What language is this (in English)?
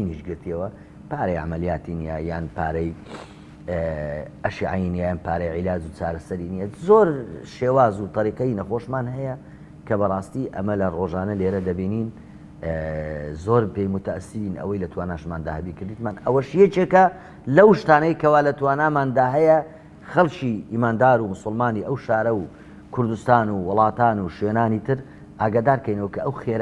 Central Kurdish